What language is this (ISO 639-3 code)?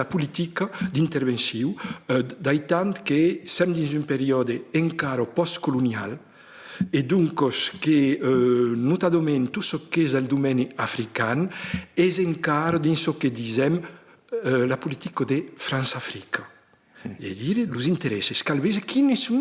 oci